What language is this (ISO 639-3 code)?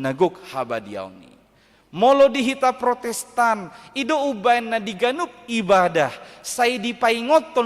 bbc